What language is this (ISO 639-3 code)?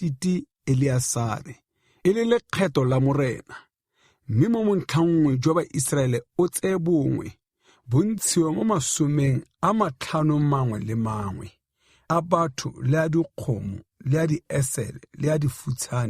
tsn